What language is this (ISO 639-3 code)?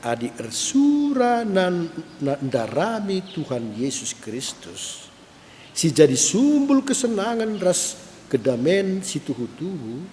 btx